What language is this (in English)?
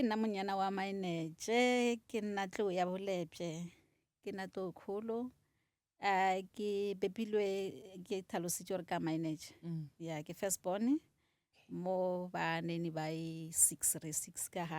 Northern Sotho